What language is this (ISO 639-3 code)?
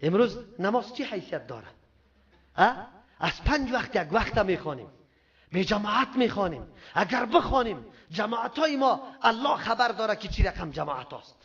fas